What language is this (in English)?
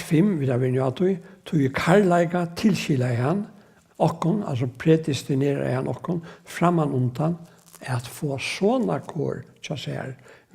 Faroese